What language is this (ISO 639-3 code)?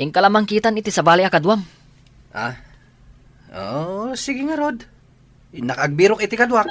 ilo